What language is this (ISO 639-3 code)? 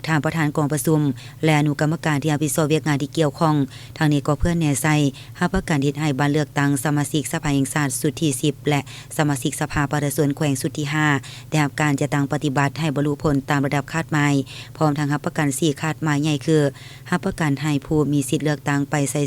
lao